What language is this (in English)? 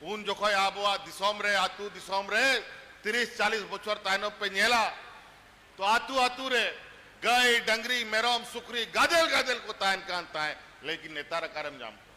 Santali